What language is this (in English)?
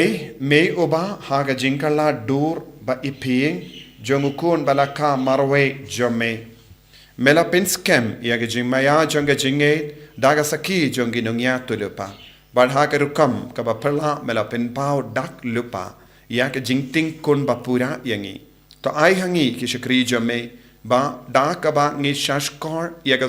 Khasi